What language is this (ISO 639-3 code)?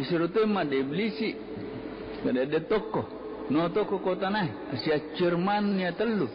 bug